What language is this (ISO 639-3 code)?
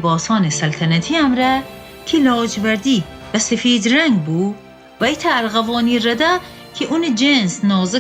glk